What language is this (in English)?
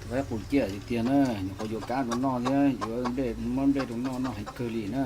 Hmong